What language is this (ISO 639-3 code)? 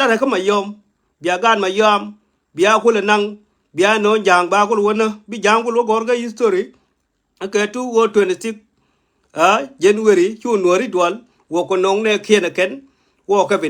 nus